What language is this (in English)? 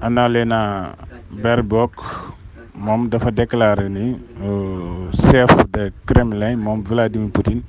Wolof